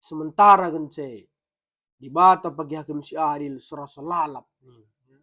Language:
Batak Karo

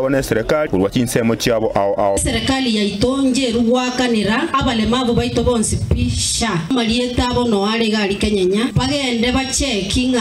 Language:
Gusii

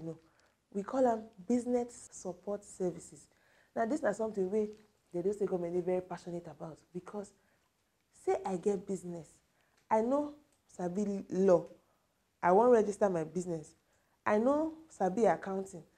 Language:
Nigerian Pidgin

